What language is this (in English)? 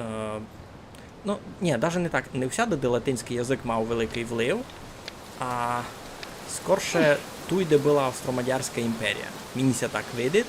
Rusyn